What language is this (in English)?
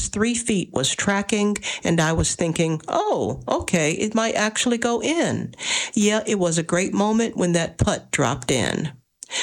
English